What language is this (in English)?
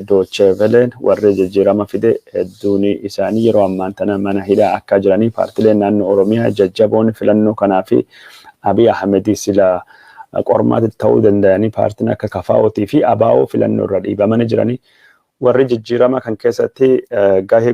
Oromo